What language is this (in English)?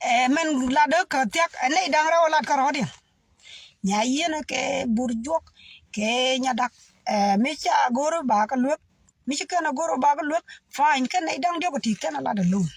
Nuer